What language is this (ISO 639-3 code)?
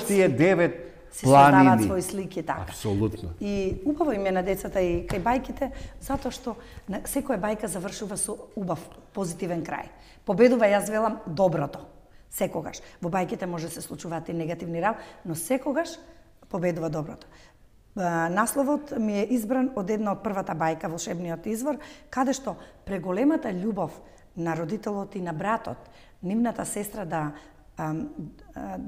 mkd